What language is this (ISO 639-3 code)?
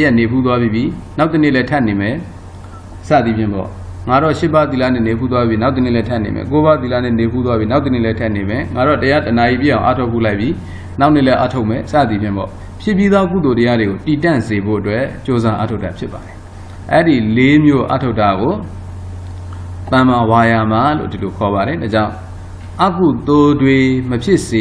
mya